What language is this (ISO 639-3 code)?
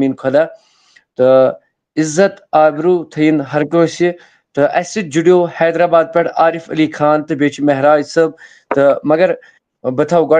kas